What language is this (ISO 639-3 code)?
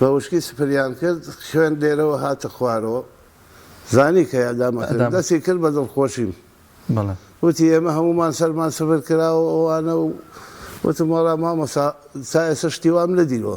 ckb